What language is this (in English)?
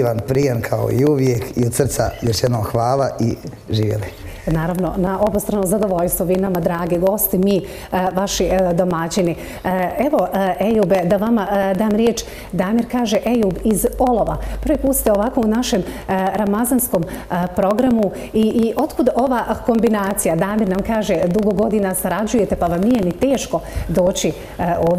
Bosnian